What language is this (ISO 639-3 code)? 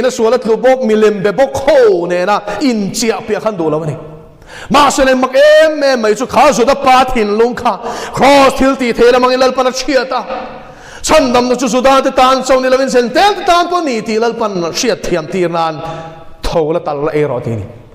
lus